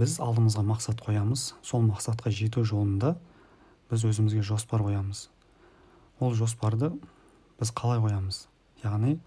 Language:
Kazakh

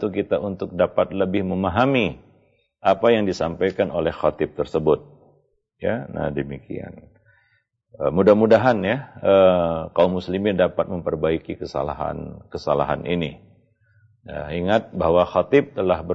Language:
Indonesian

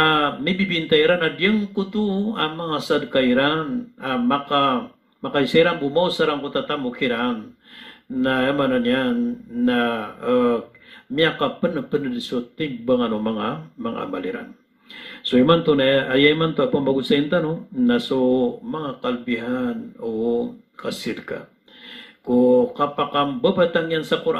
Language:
Maranao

